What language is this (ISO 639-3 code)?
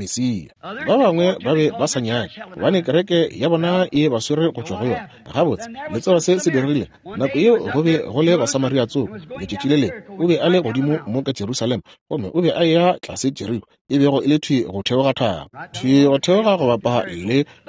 nso